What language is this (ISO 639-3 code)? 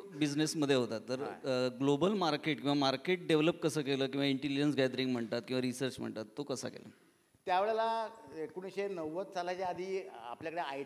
mar